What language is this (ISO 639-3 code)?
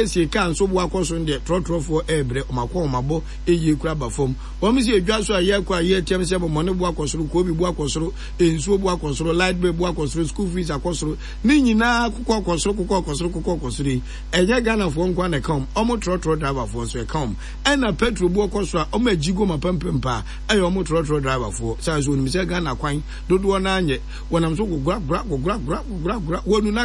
aka